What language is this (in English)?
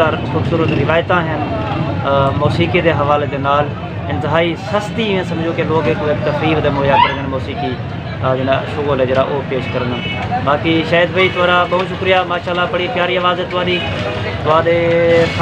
Saraiki